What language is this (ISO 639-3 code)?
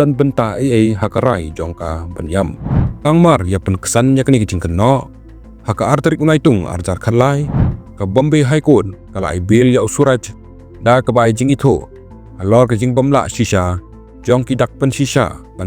kha